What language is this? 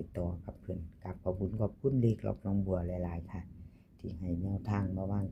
Northeastern Thai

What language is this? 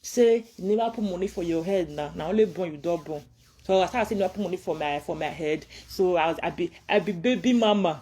Nigerian Pidgin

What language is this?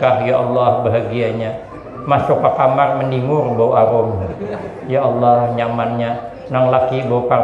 Banjar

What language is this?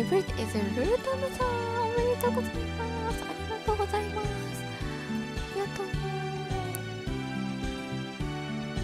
Japanese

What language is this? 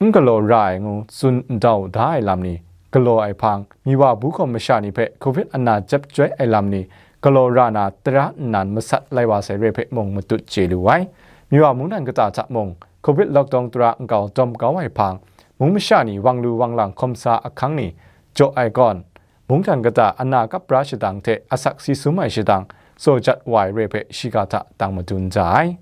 Kachin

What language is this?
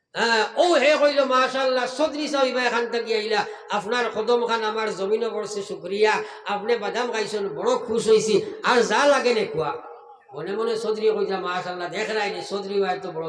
Sylheti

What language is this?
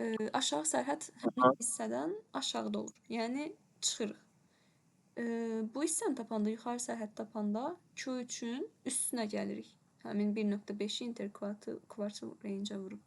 Azerbaijani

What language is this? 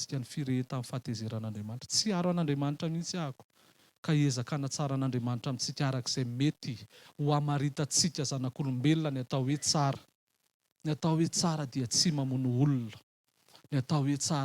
Malagasy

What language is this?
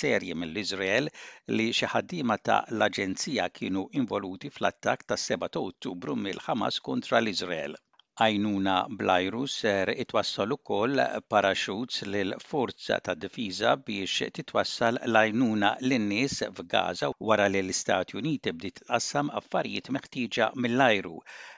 Maltese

